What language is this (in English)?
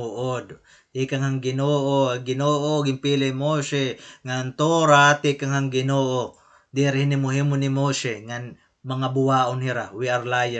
Waray